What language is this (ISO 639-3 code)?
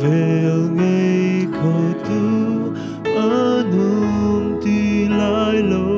cnh